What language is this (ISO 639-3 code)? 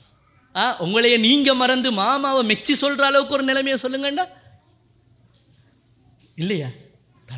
tam